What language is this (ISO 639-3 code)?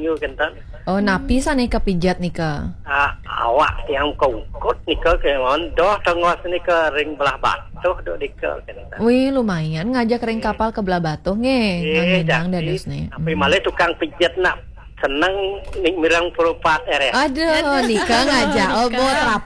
ban